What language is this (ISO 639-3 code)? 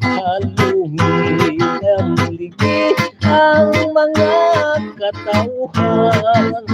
hil